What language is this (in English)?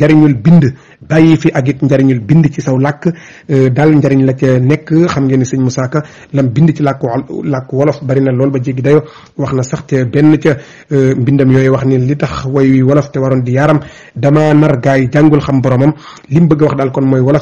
Wolof